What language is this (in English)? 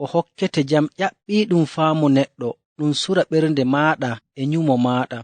Nigerian Fulfulde